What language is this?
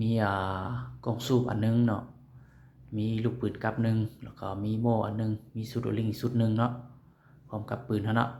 Lao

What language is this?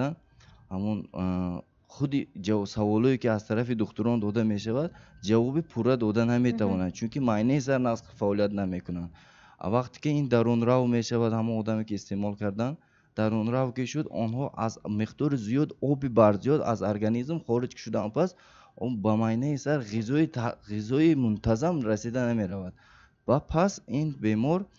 Tajik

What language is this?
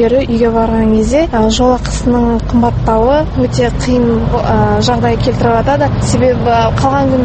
Kazakh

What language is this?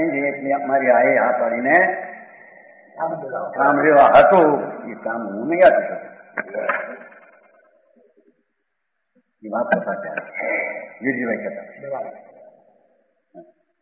Gujarati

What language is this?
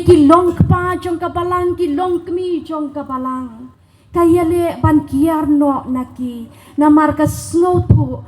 Khasi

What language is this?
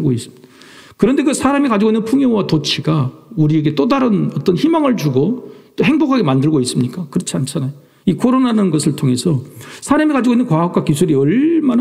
Korean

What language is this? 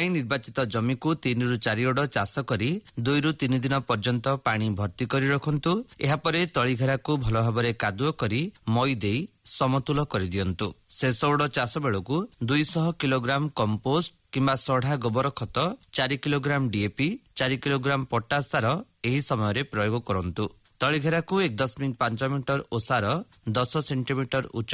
Odia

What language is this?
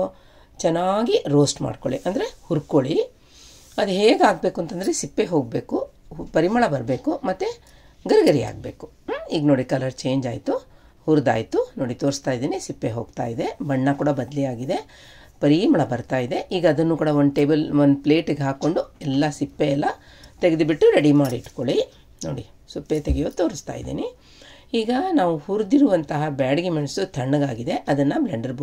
Kannada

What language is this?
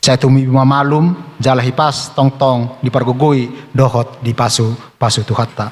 Batak Toba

